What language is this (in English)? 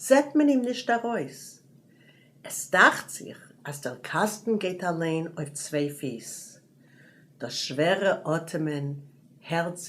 Yiddish